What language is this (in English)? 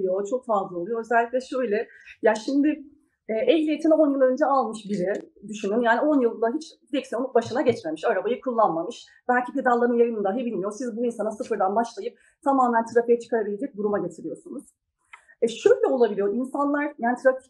Turkish